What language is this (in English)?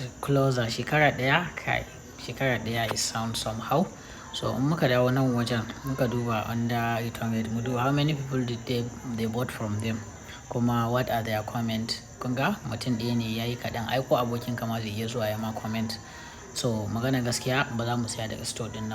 Hausa